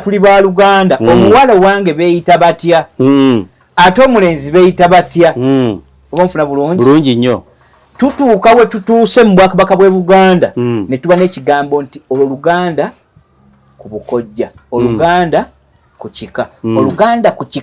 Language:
Ganda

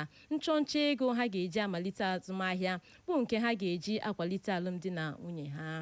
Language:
Igbo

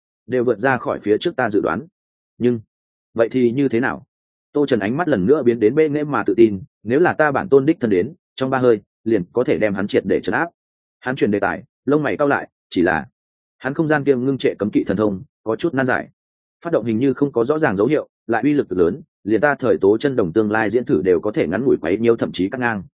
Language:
Vietnamese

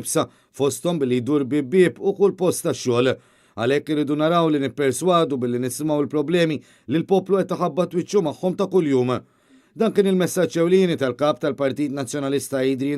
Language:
Maltese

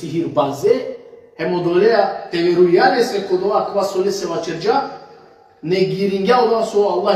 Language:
Balkan Romani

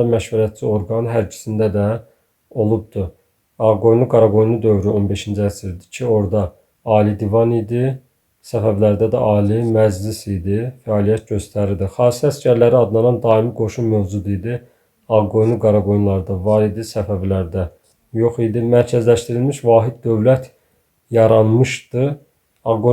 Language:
Azerbaijani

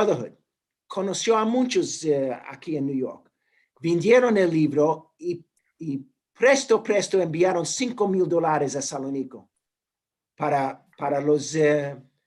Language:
Ladino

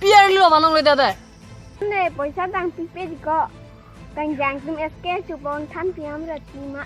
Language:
Karbi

